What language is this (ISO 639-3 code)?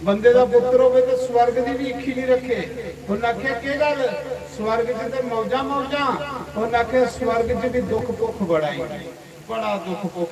doi